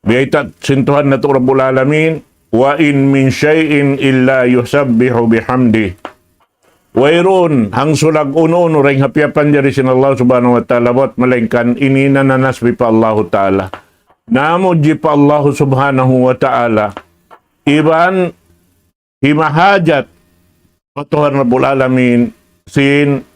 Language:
Tausug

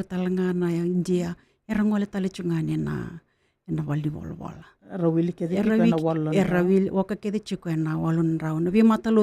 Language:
Fijian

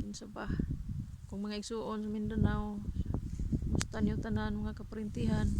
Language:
Cebuano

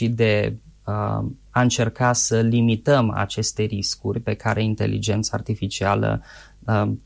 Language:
Romanian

